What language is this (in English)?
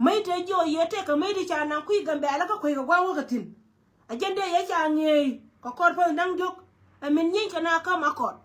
Nuer